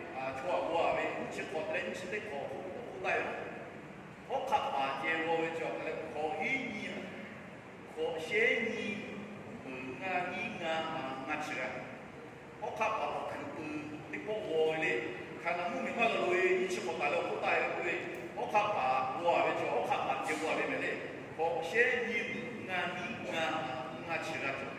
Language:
Lahu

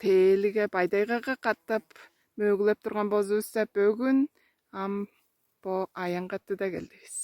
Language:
Tuvinian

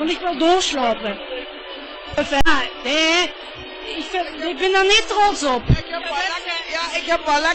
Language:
Limburgish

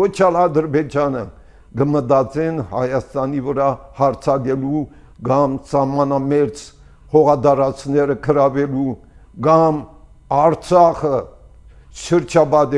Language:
Armenian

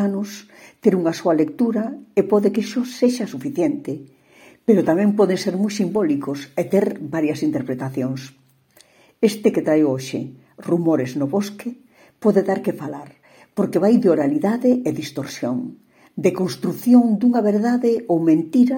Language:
Galician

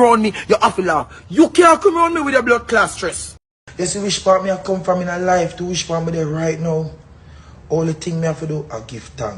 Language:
Jamaican Creole English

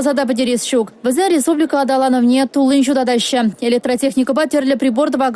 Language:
Chuvash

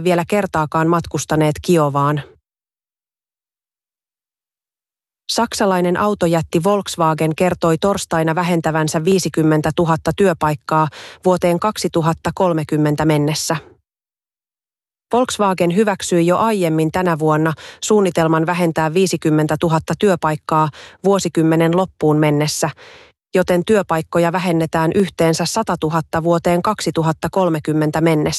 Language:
Finnish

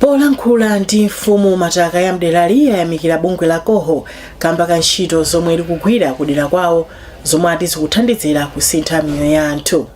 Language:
Nyanja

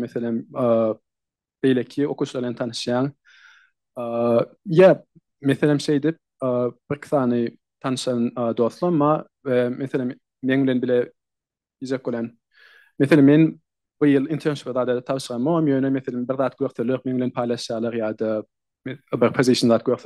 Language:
Turkmen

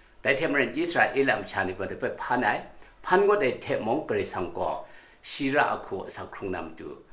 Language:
Kachin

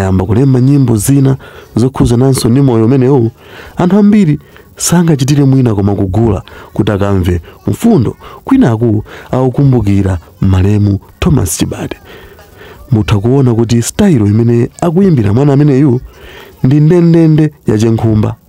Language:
Nyanja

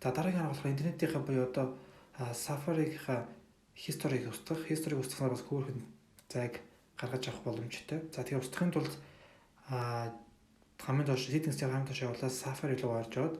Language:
Mongolian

